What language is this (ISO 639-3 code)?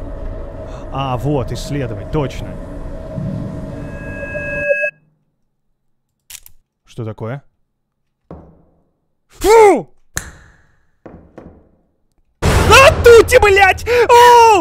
rus